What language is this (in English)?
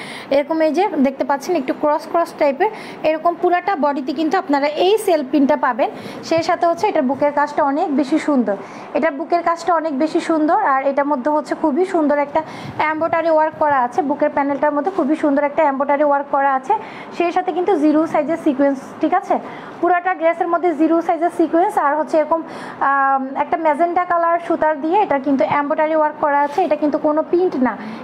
Bangla